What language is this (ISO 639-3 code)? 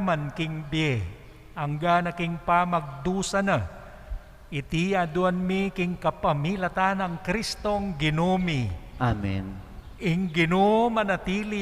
pam